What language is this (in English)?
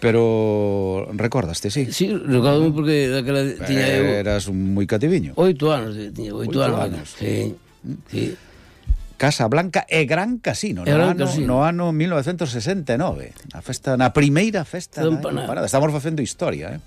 Galician